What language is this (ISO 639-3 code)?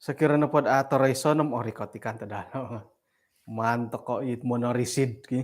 dtp